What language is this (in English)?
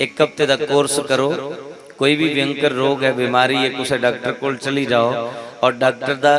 Dogri